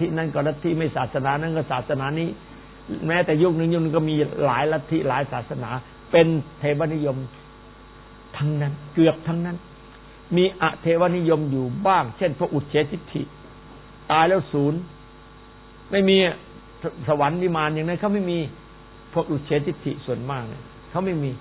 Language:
Thai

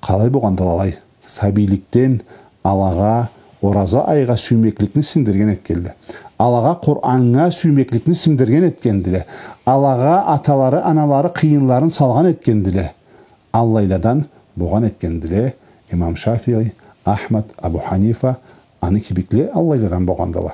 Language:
Karachay-Balkar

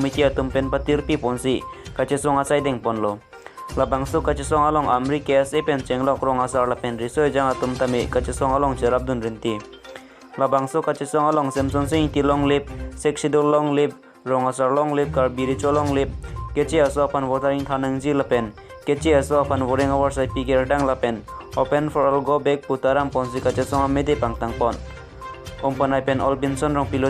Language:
Karbi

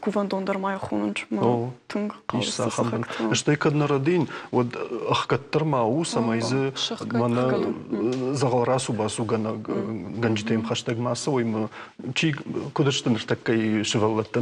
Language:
Ossetic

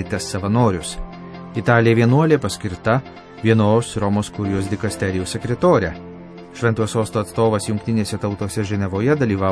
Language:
Lithuanian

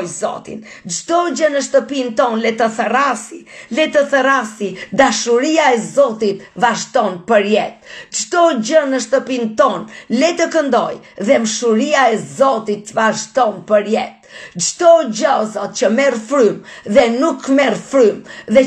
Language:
Albanian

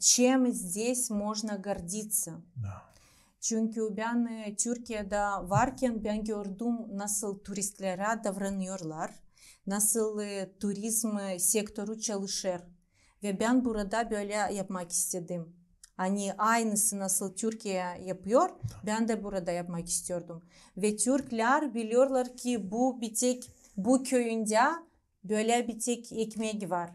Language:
Gagauz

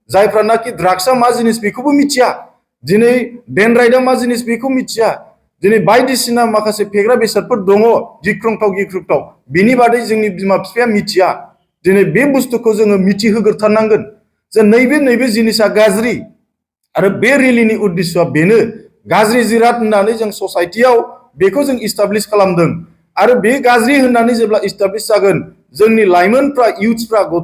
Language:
Bodo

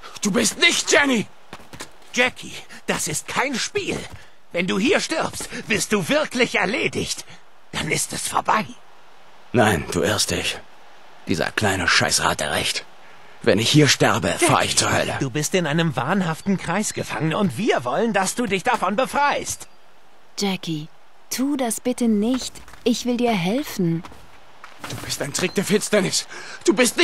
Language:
Swiss German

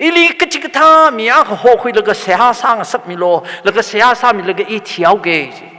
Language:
Tangkhul Naga (India)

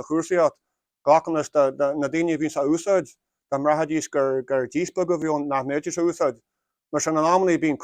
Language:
Irish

